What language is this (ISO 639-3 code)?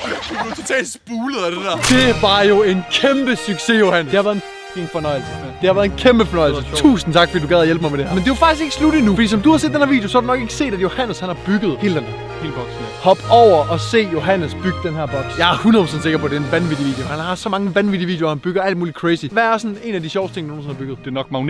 dan